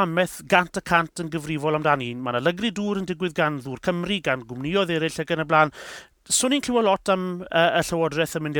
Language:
Welsh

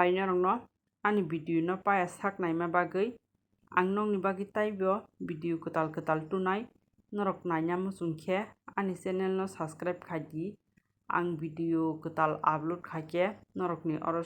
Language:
Kok Borok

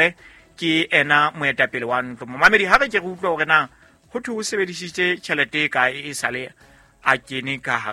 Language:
Southern Sotho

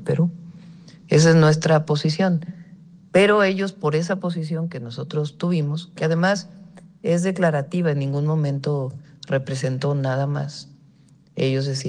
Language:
Spanish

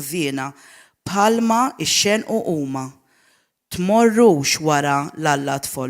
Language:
Maltese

